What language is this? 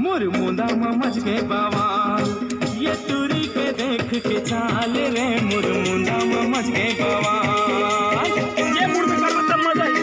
Chhattisgarhi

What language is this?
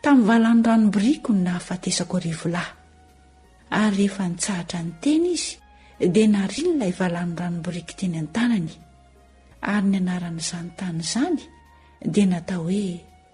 Malagasy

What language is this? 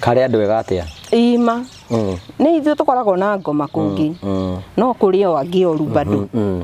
Kikuyu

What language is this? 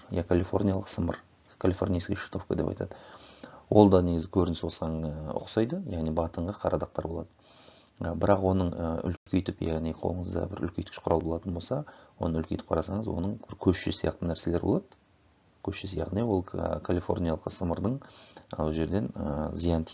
Kazakh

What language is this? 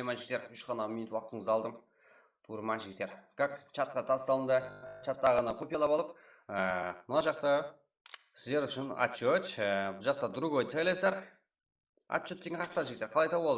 Kara-Kalpak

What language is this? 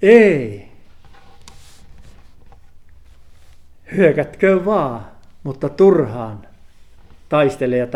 Finnish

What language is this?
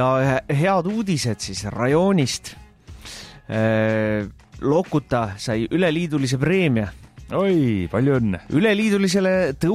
Estonian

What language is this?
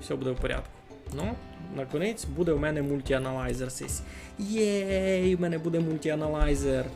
Rusyn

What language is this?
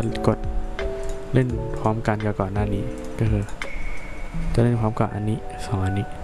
Thai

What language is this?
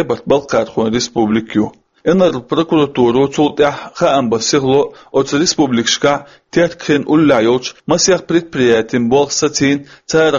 Chechen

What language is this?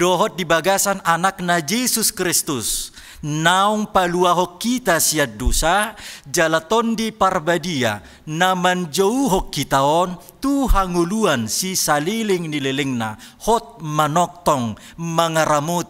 Batak Toba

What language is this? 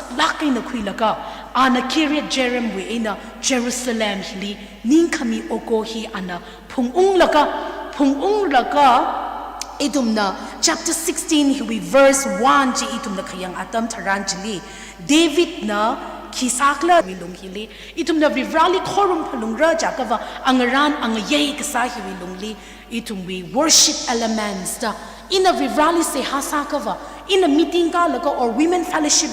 Tangkhul Naga (India)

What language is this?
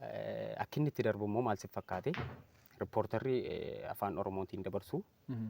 Oromo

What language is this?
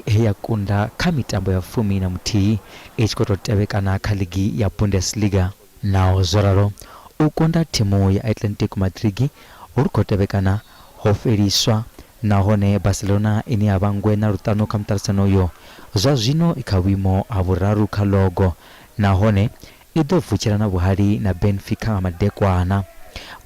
Venda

